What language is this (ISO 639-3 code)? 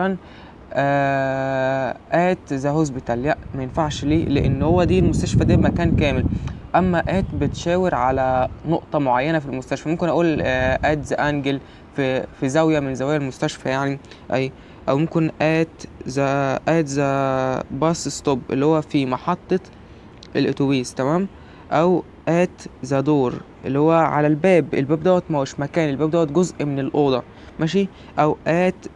arz